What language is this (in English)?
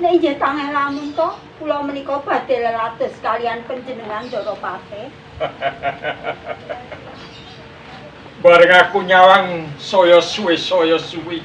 Javanese